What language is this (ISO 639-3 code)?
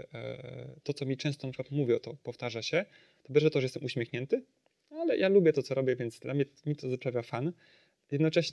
pol